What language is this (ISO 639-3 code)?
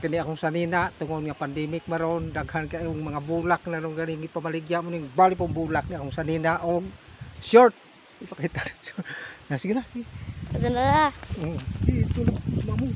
ceb